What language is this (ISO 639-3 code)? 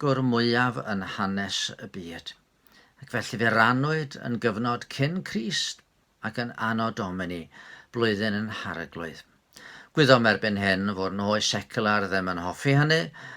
cym